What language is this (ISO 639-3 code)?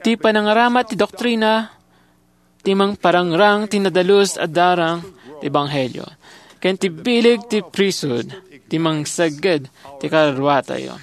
ilo